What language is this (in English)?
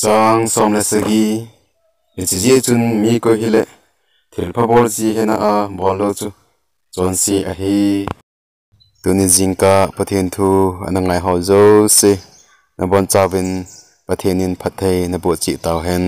Thado Chin